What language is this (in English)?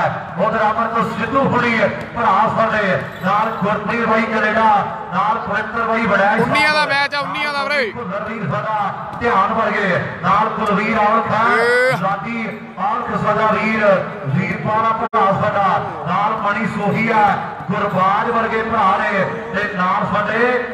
Punjabi